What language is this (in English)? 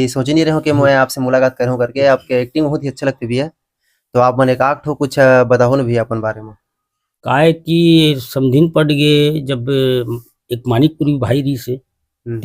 Chhattisgarhi